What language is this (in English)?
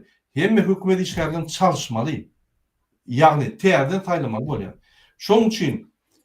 Turkmen